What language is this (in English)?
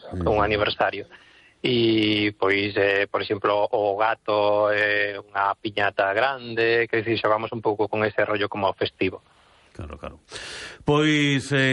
Galician